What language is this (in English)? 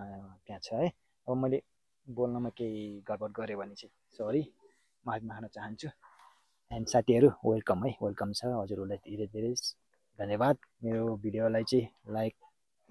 Nepali